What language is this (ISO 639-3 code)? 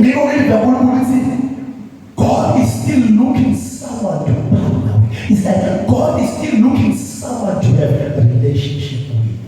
zul